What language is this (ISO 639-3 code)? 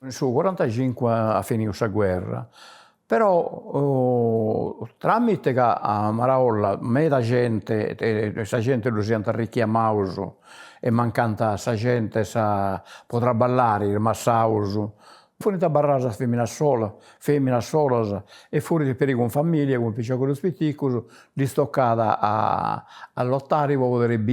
srd